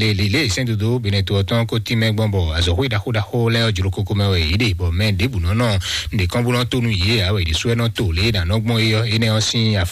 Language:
Fon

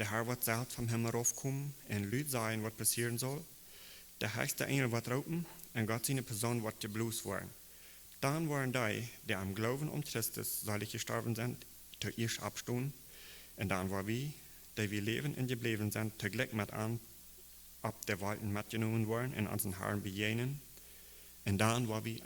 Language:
Plautdietsch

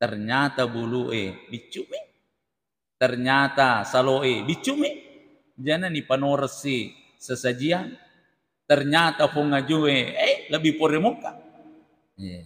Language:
Buginese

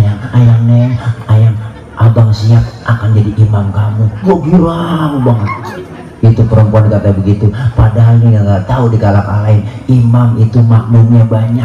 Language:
Betawi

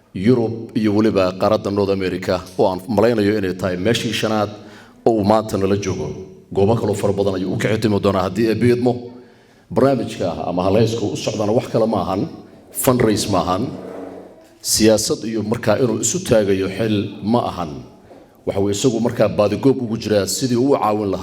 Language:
Somali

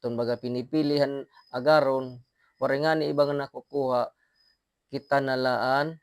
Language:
Waray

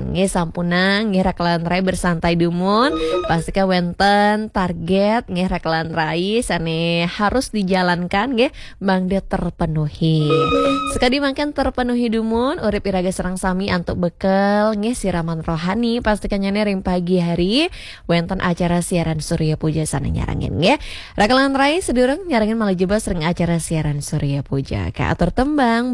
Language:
Balinese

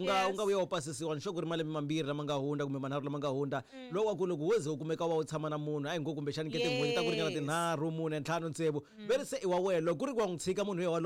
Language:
Tsonga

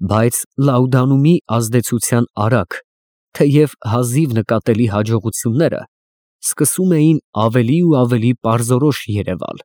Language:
Armenian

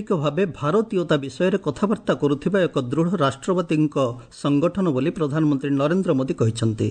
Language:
Odia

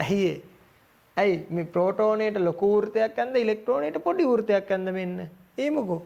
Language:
Sinhala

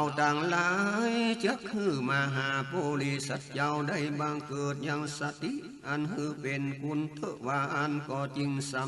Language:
Northern Thai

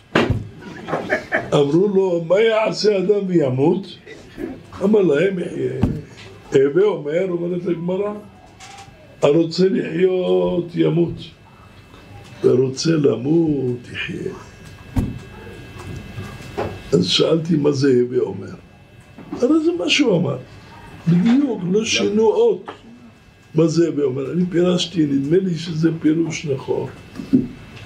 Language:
Hebrew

